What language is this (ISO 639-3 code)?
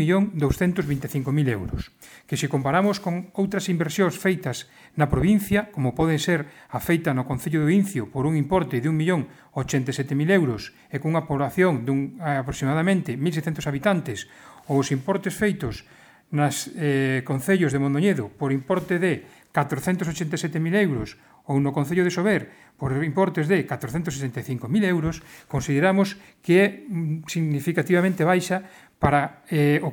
glg